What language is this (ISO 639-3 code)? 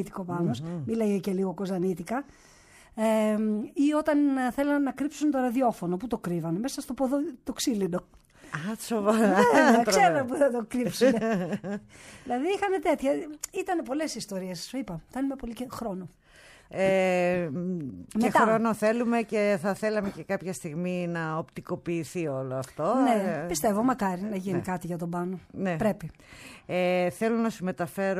ell